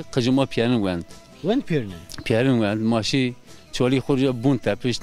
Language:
Zaza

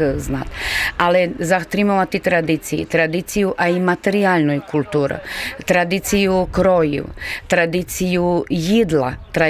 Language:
Rusyn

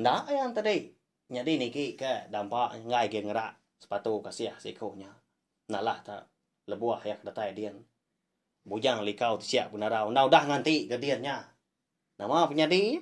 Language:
Iban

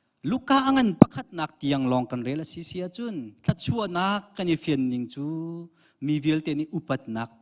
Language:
Hakha Chin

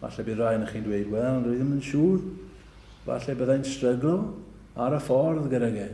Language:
Welsh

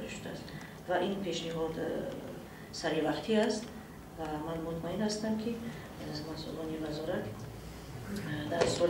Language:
Tajik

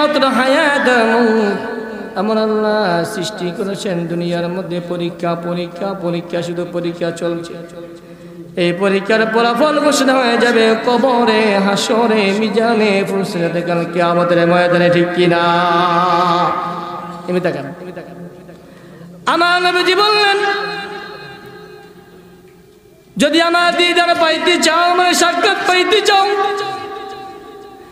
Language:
Bangla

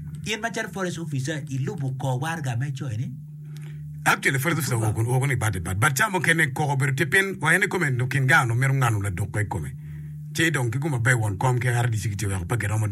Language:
Acoli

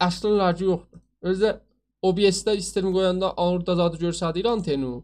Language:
South Azerbaijani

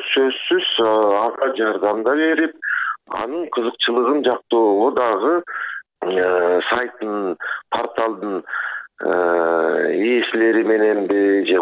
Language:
Kyrgyz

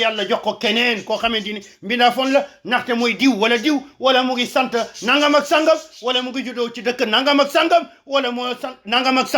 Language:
Wolof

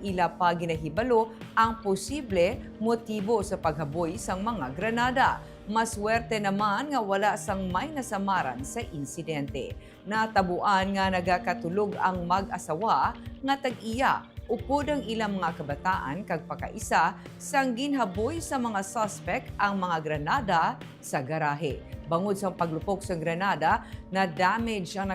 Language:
Hiligaynon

